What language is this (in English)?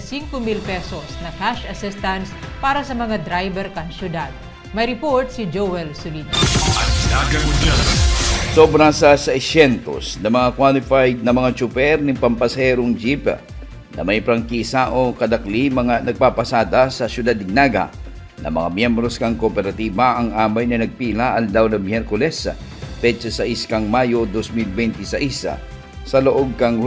Bikol